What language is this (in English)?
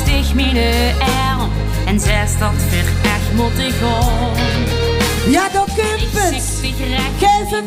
Limburgish